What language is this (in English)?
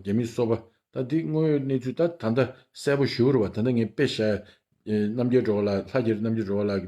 Tibetan